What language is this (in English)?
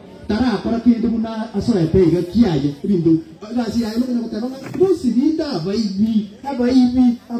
Gusii